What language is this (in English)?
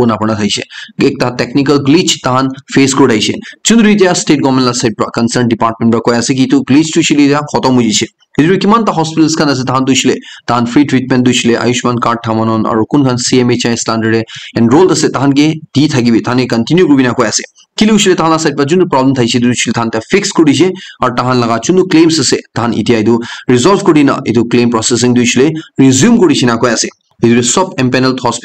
Naga Pidgin